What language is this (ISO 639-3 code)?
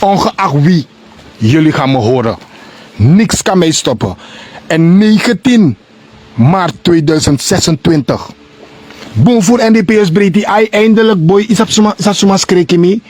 srn